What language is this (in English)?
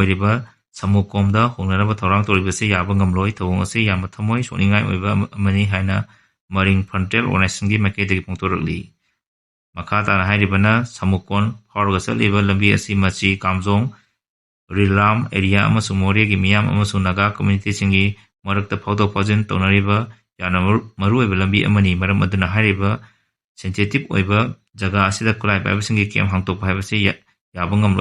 Manipuri